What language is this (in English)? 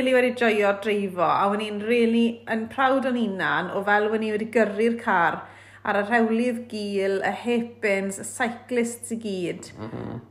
Welsh